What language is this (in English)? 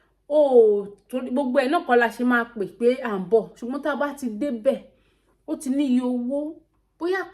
Yoruba